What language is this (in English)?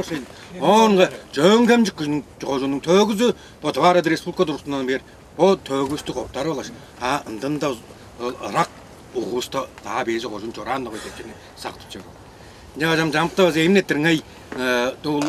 Tuvinian